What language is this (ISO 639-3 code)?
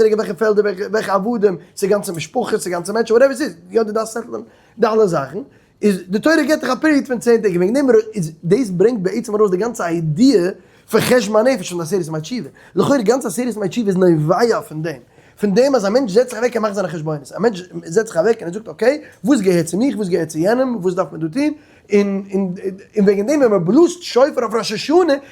yid